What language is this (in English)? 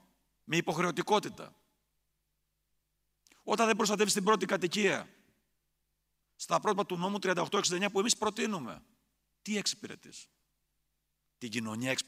Greek